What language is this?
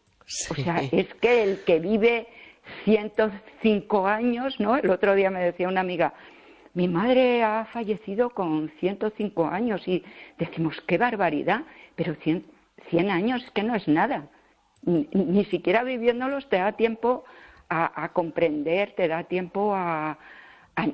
Spanish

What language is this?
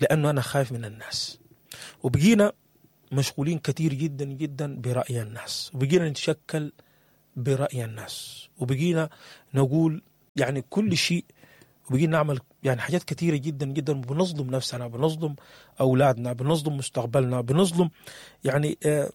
Sudanese Arabic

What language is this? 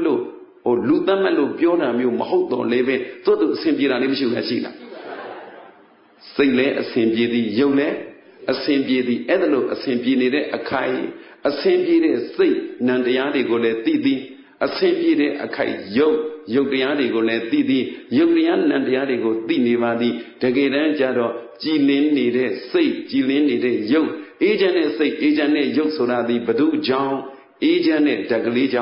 Burmese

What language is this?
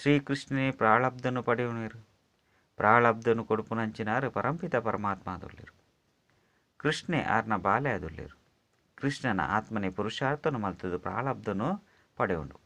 Tulu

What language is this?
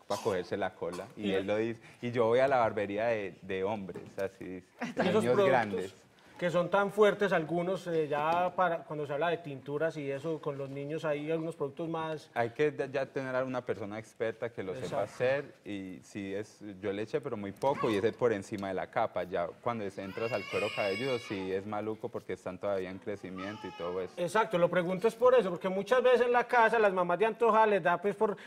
Spanish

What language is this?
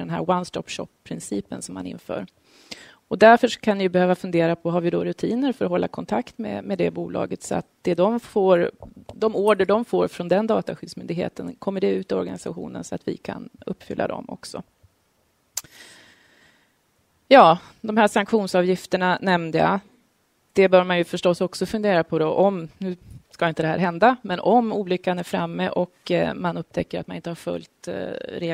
Swedish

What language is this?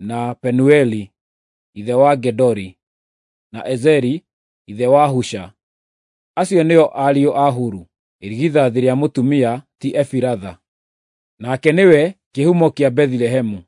Kikuyu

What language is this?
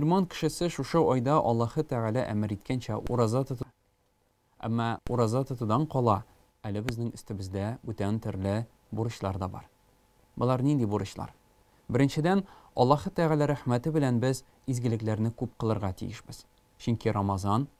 Tatar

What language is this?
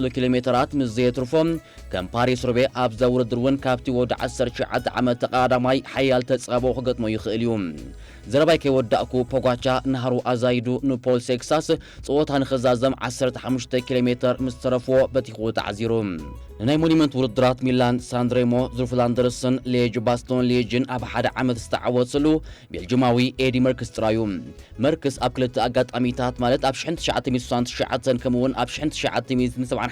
Tigrinya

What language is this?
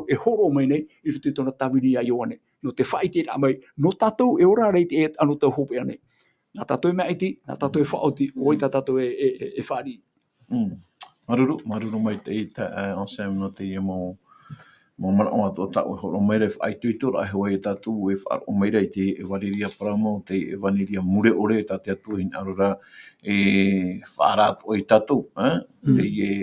Tahitian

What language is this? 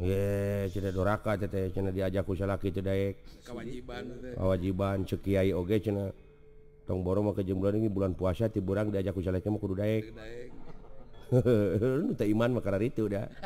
Sundanese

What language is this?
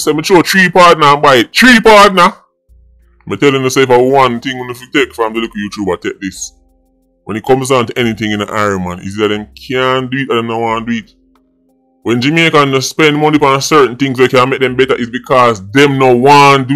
Jamaican Creole English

